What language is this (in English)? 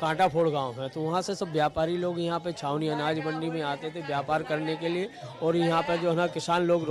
Hindi